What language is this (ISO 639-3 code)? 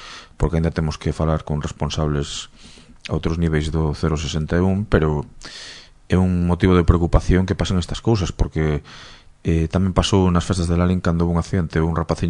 glg